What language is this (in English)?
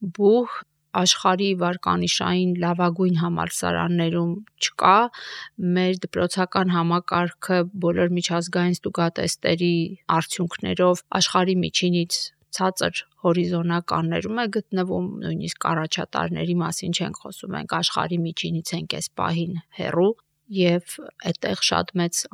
Armenian